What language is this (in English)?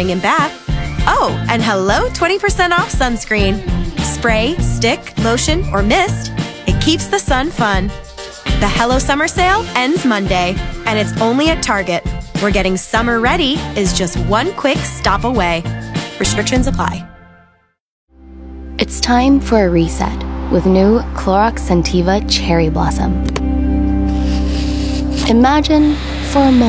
English